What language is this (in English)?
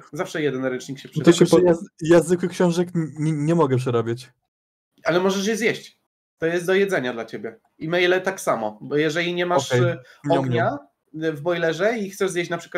Polish